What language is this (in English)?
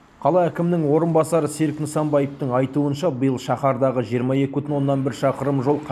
Kazakh